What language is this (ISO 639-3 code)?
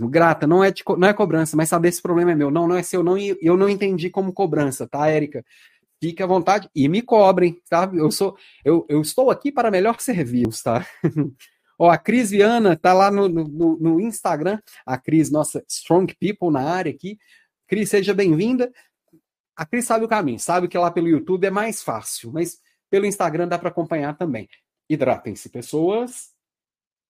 por